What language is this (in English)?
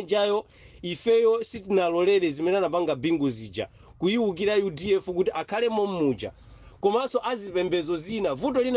Nyanja